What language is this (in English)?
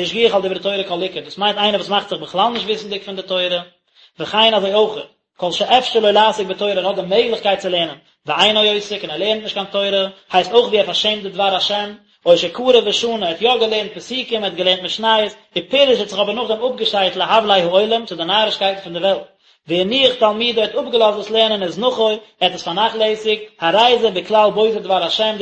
Yiddish